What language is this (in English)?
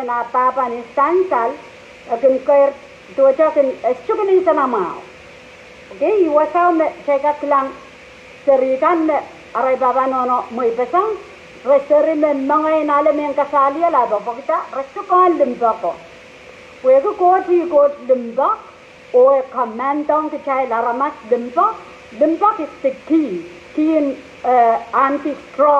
Pohnpeian